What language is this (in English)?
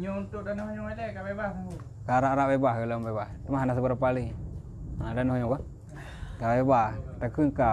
Achinese